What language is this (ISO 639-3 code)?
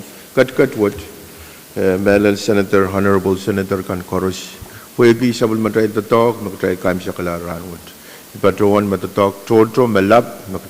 pon